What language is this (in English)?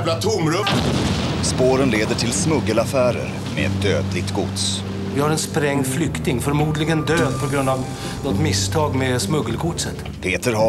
Swedish